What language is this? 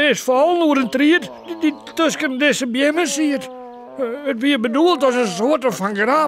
Western Frisian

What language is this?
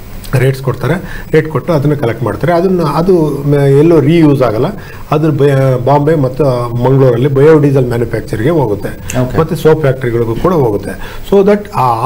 Kannada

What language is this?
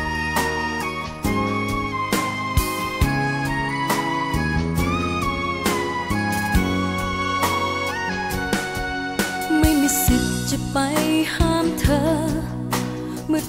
Thai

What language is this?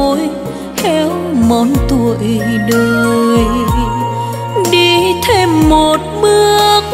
Vietnamese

